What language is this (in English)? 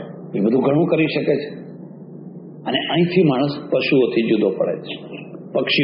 Gujarati